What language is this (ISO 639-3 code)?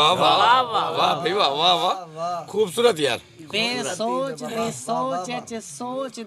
skr